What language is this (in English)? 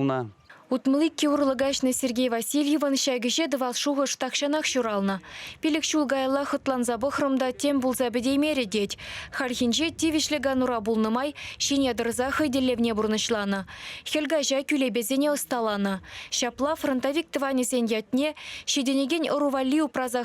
Chuvash